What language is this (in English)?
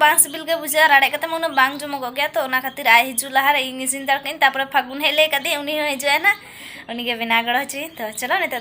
Santali